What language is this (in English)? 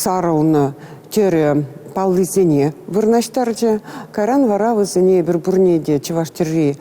Chuvash